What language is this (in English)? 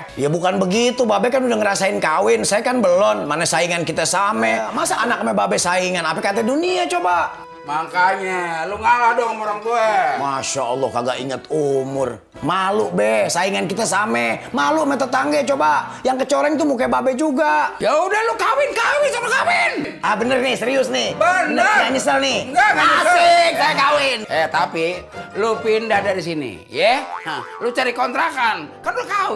Betawi